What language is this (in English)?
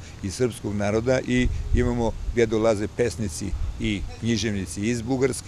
Serbian